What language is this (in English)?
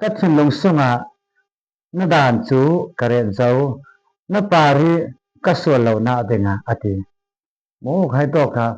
Falam Chin